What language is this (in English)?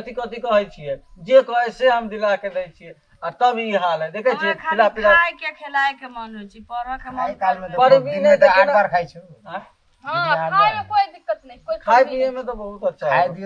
Maithili